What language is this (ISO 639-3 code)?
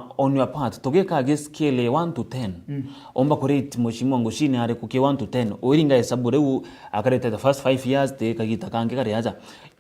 mer